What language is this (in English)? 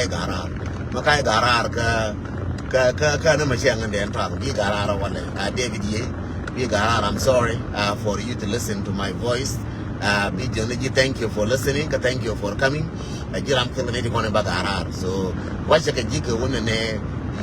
Nuer